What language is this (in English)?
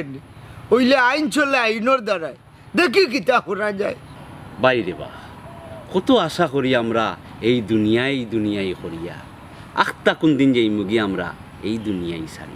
Sylheti